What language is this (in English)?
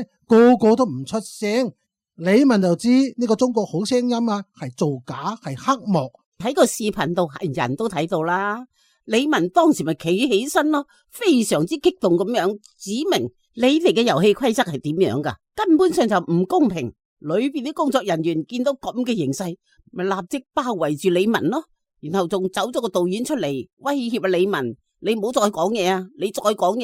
Cantonese